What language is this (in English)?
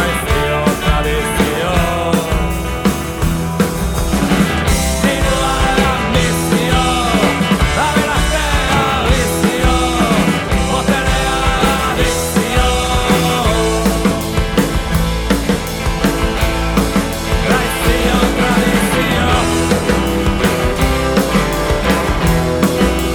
Basque